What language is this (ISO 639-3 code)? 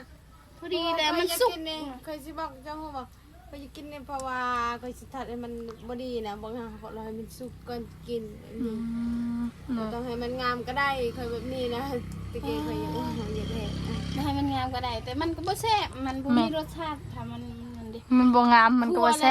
tts